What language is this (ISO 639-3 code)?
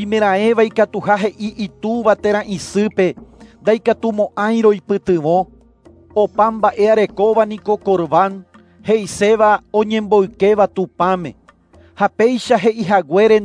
grn